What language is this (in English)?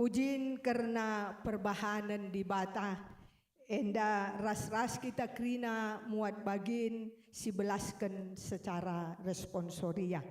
Batak Karo